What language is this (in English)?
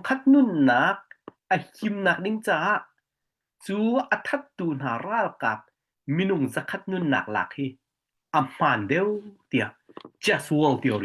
Hakha Chin